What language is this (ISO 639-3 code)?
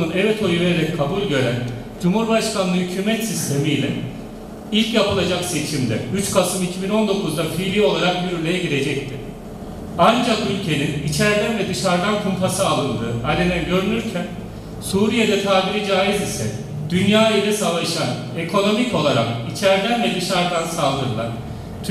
tur